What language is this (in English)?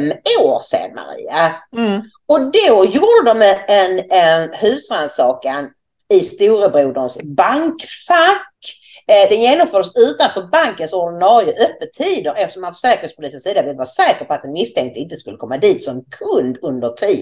Swedish